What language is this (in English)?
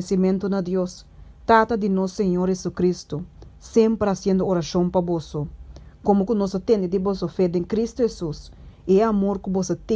Papiamento